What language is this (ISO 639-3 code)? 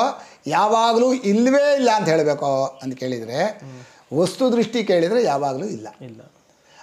kan